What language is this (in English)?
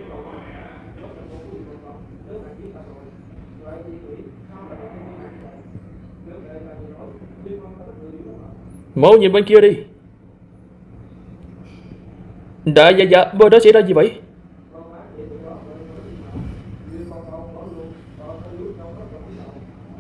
Vietnamese